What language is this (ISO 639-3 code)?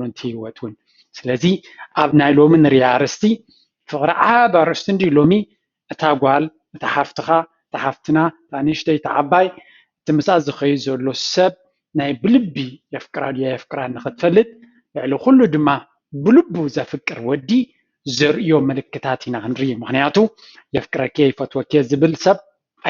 tir